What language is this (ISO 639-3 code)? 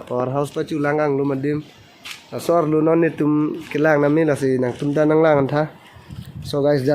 mjw